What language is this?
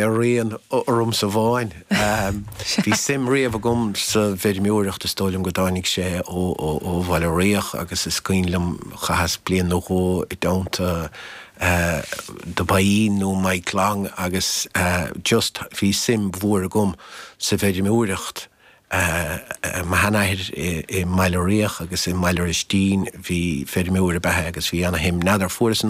Irish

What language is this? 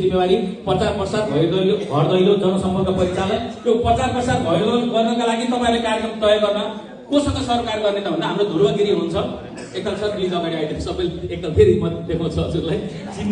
Nepali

